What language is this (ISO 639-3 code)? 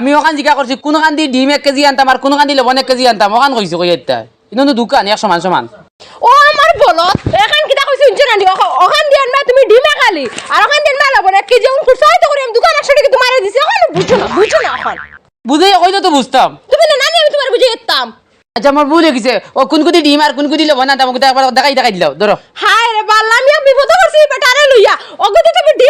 syl